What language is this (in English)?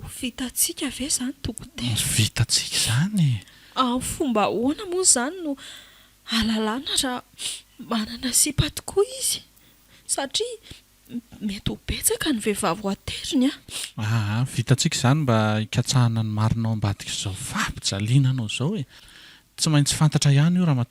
Malagasy